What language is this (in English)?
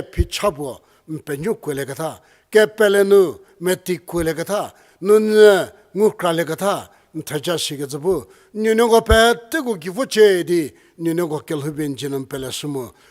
Angami Naga